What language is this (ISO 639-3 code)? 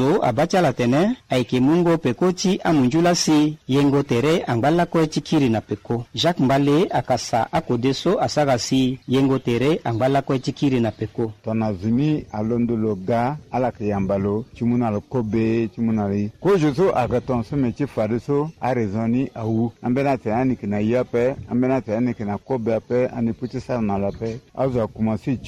sag